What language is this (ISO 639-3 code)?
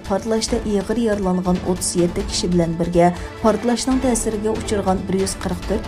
uig